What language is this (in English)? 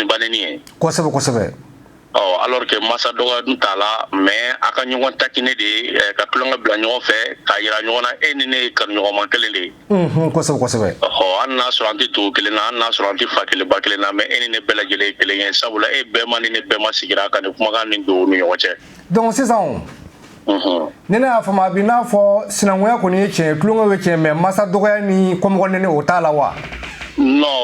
Bambara